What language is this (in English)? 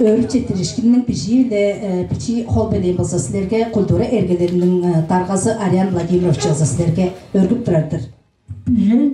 Tuvinian